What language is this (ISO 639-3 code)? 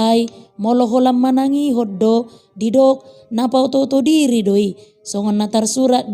bbc